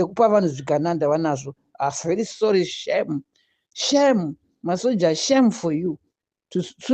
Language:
Shona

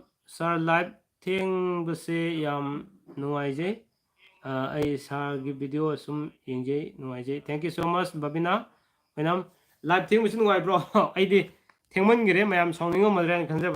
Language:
Manipuri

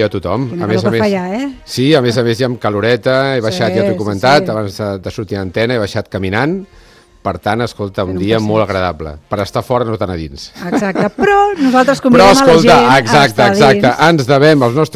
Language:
Catalan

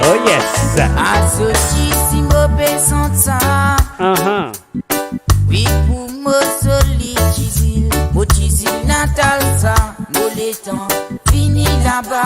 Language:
Morisyen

